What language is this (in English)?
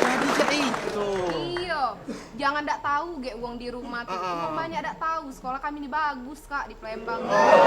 Musi